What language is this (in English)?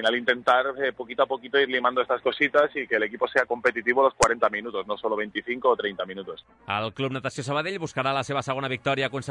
Catalan